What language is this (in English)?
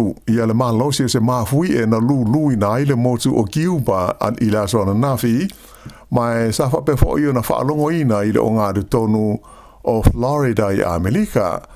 Samoan